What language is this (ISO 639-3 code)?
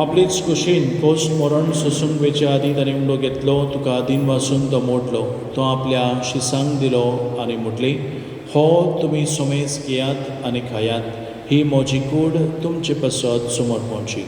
kok